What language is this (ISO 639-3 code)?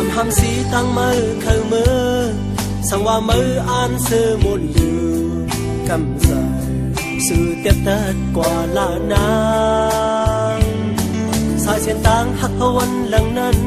shn